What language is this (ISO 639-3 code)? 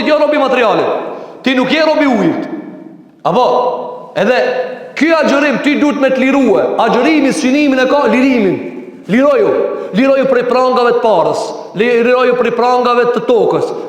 sqi